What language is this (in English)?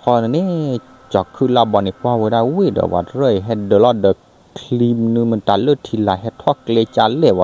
S'gaw Karen